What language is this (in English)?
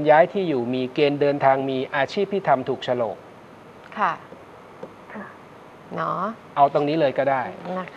Thai